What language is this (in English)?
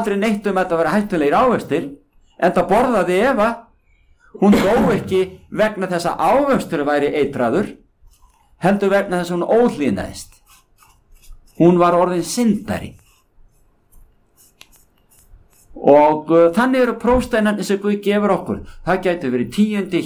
Icelandic